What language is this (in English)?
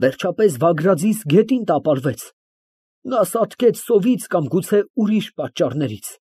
Armenian